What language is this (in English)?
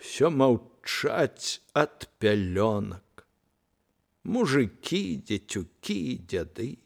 Belarusian